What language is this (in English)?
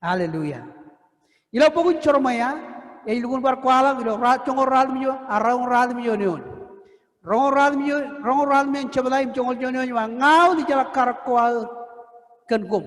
Marshallese